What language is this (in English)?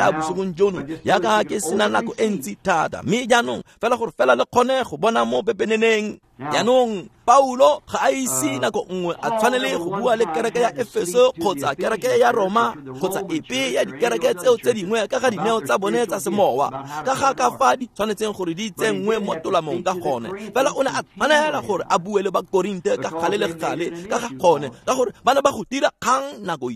Tswana